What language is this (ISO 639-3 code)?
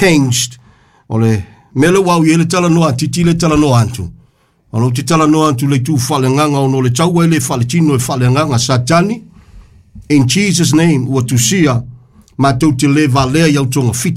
smo